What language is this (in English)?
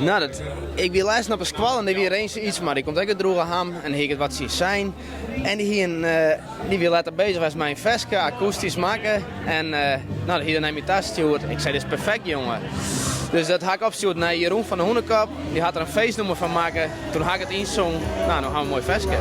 Western Frisian